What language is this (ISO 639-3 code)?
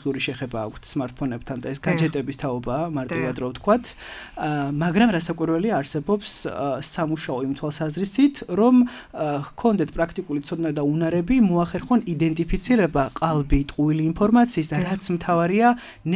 kat